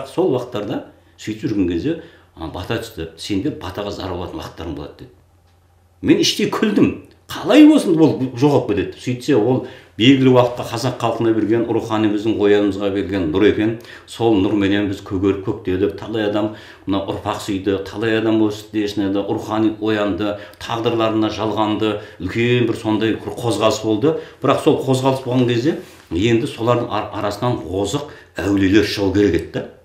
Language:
Kazakh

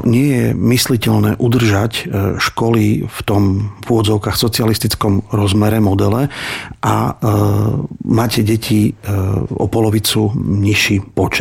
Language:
Slovak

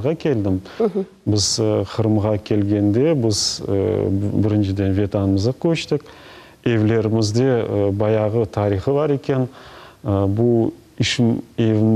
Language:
Crimean Tatar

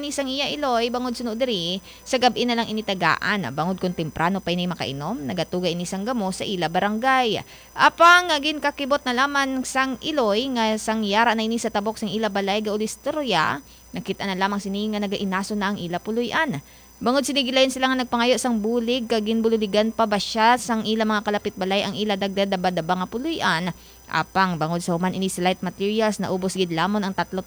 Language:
Hiligaynon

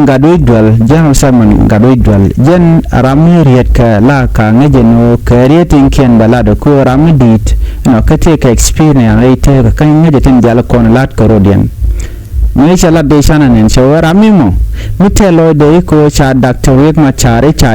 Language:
Nuer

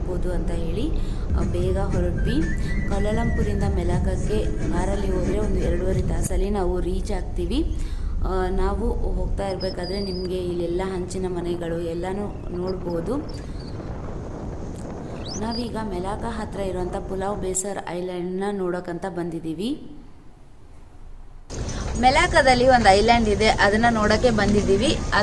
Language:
Kannada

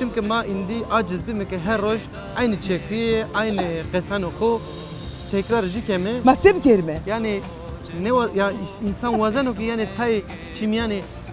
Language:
Zaza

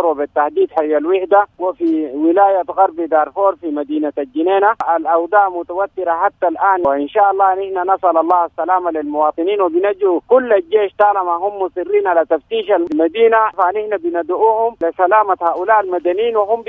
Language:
Sudanese Arabic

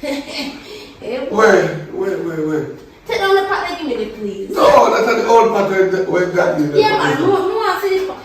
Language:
Jamaican Creole English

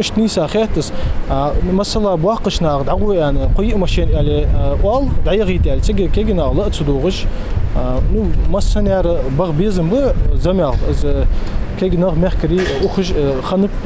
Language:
Ingush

